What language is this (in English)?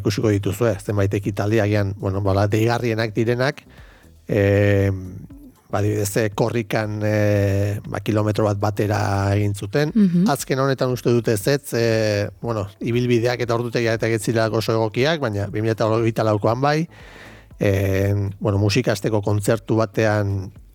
Basque